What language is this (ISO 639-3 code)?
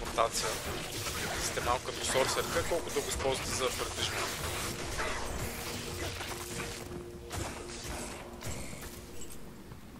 bul